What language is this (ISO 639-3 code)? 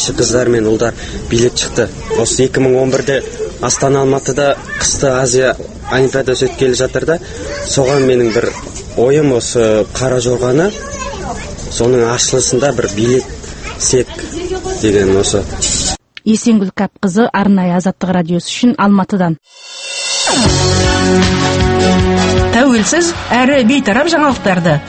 kaz